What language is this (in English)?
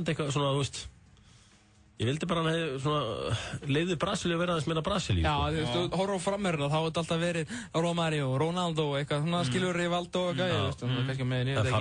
Icelandic